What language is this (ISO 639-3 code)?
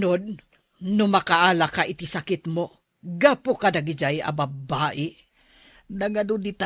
ilo